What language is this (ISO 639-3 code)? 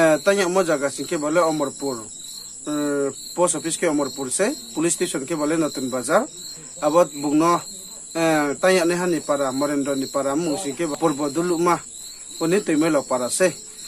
ria